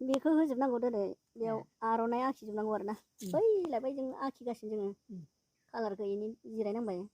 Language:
Bodo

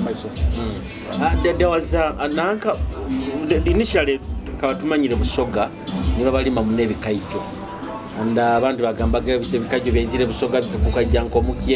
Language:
Nyoro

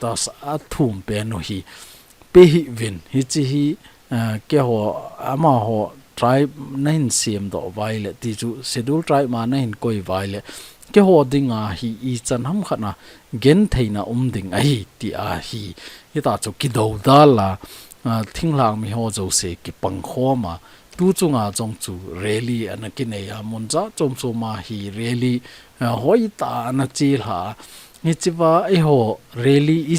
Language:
Thado Chin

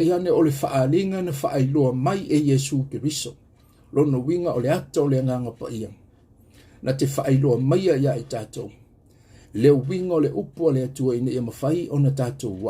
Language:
Samoan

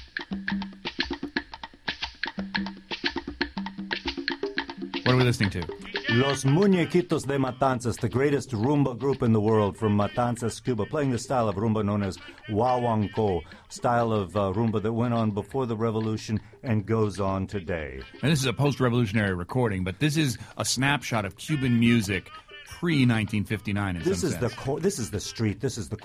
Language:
English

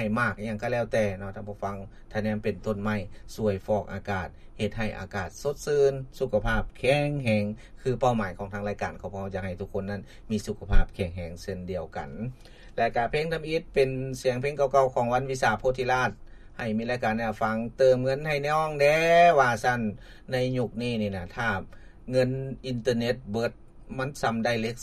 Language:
Lao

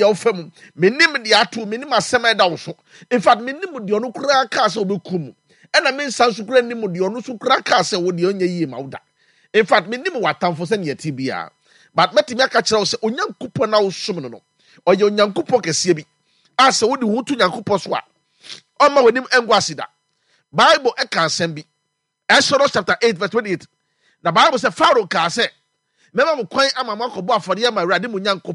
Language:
Akan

